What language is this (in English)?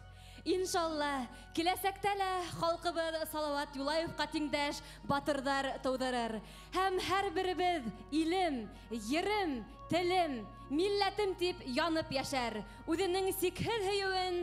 Bashkir